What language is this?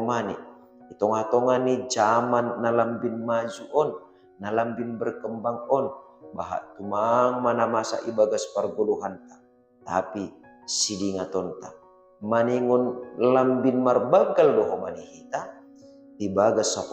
Batak Simalungun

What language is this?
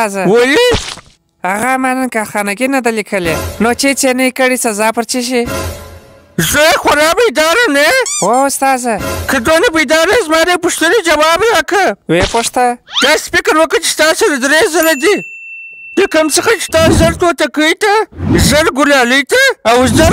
Pashto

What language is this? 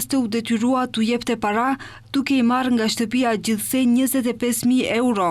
Albanian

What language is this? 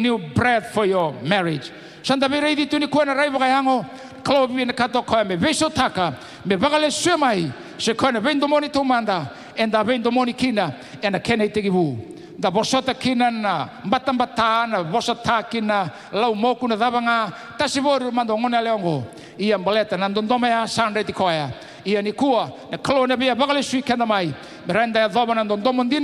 Fijian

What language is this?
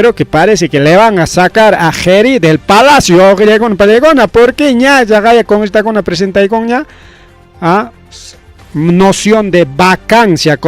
Ayacucho Quechua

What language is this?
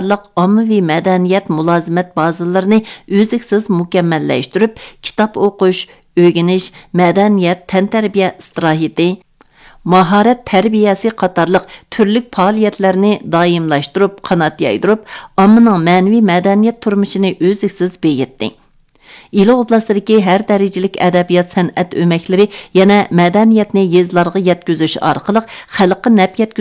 Uyghur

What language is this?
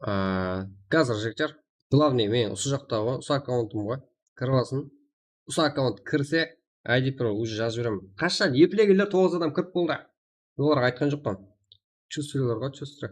Kara-Kalpak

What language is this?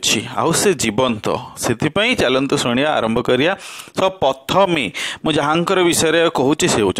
Odia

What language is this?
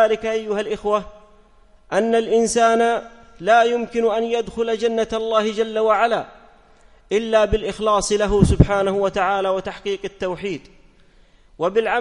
Arabic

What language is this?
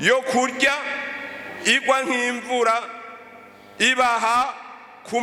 Rundi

